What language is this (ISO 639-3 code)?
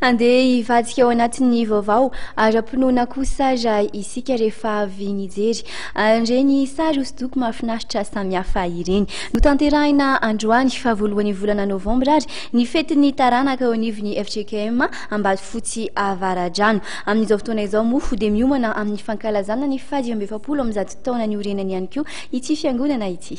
mlg